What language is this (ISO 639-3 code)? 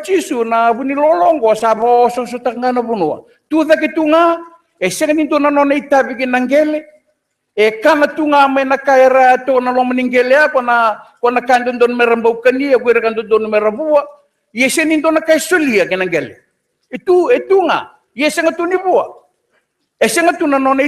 fij